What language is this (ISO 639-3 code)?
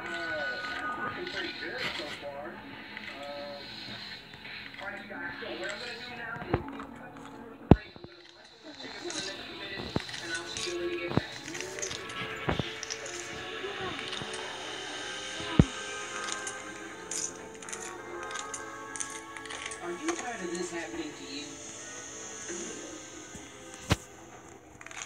eng